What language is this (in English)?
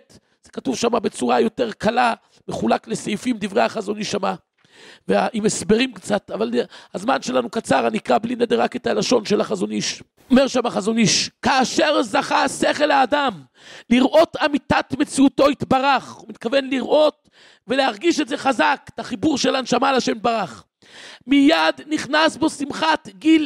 Hebrew